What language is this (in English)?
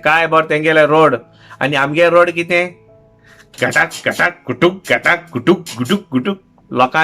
Konkani